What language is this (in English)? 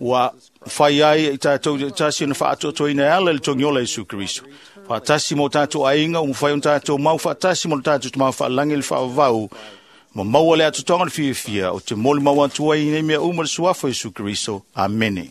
Samoan